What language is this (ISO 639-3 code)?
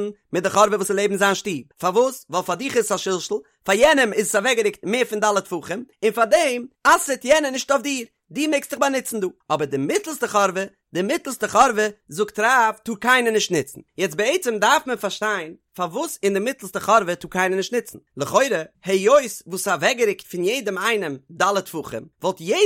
yid